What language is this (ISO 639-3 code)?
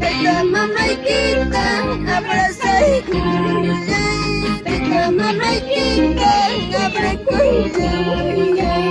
quy